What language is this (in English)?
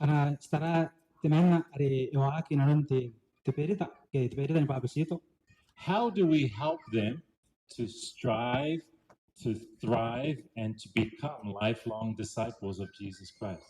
Gilbertese